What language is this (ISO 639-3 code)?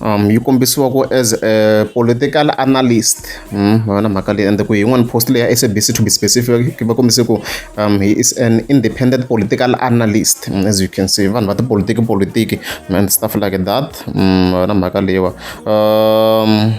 tso